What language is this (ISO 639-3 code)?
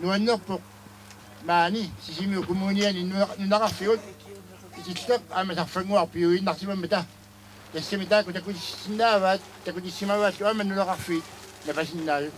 kal